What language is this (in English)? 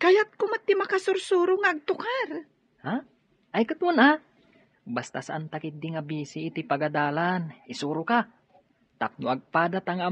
Iloko